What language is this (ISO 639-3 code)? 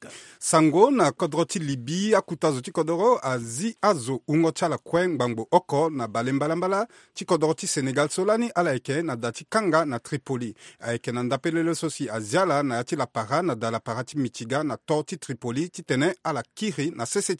sag